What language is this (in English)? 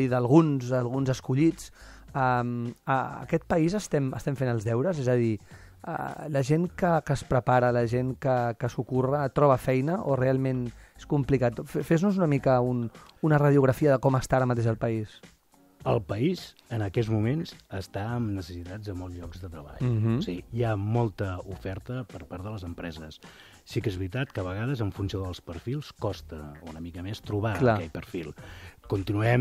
Catalan